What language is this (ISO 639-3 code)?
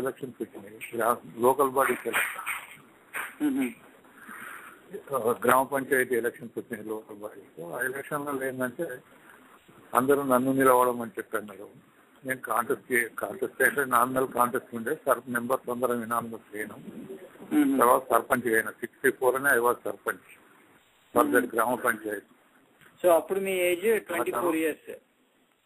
tel